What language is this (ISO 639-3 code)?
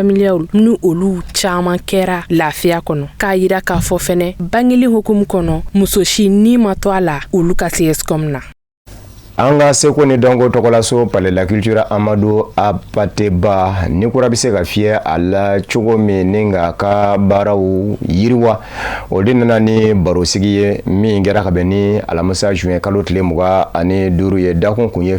bam